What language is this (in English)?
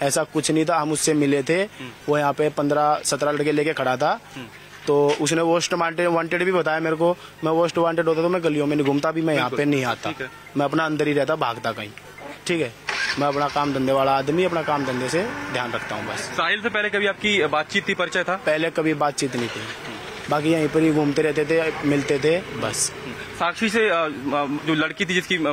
Hindi